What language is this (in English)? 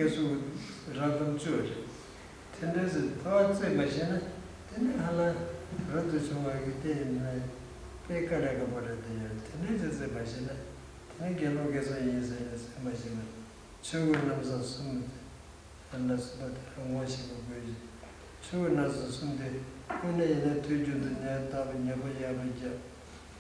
Tibetan